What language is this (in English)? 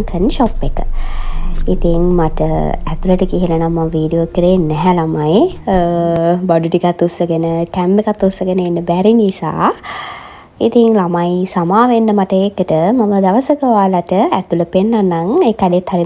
Sinhala